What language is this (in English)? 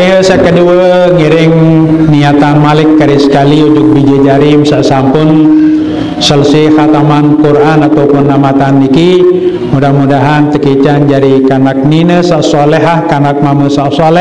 Sasak